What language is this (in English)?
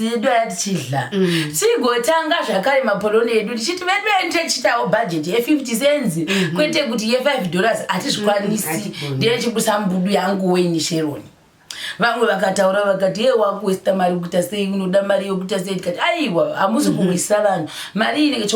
Shona